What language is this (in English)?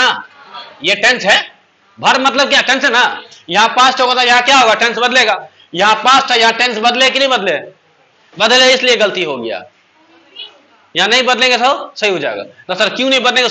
Hindi